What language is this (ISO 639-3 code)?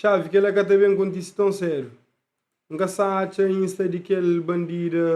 kea